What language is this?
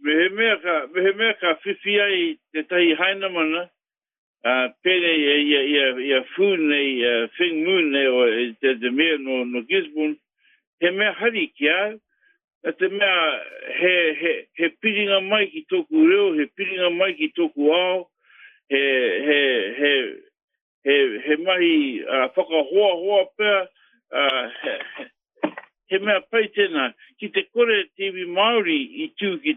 Māori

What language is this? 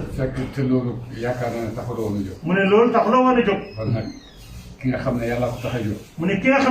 Wolof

